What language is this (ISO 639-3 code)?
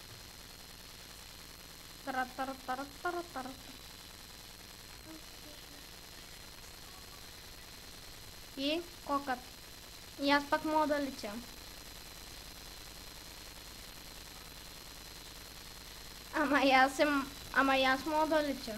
bul